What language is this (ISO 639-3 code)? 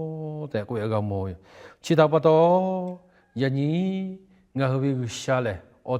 lhu